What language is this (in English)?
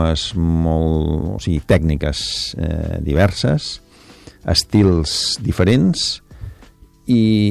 Catalan